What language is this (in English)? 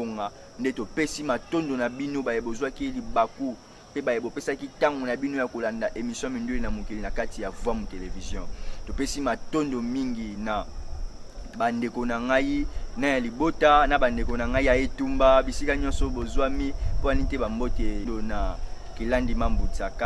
Lingala